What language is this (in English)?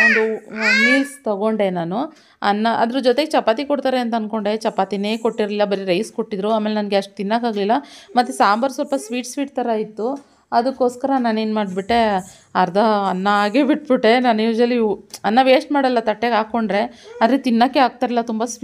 Kannada